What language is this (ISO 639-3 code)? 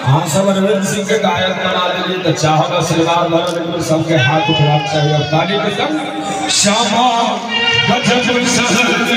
mai